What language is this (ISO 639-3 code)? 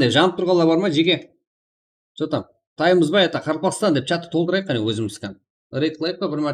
kaa